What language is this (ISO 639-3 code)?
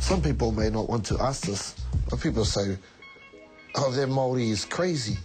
mri